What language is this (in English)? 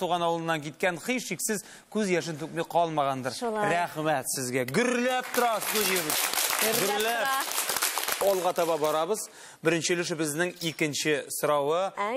Tatar